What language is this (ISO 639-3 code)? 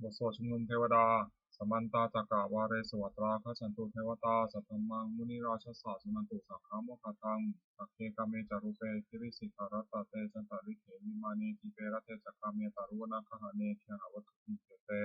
pli